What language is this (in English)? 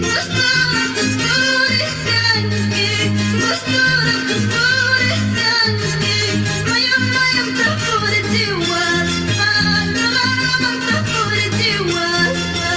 Quechua